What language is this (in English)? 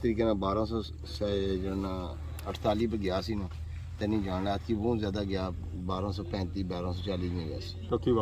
Pahari-Potwari